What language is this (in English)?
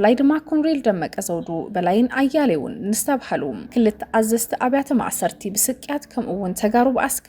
Tigrinya